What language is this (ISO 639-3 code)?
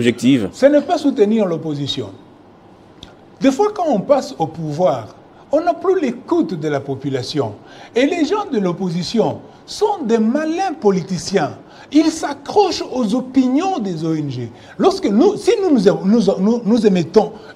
fra